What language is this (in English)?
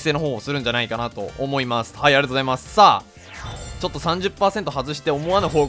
Japanese